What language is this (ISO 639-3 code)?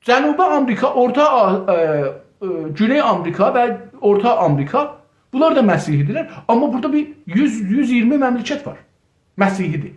azb